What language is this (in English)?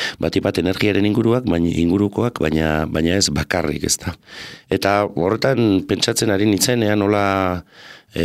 Basque